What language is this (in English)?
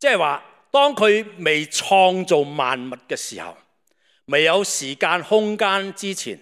Cantonese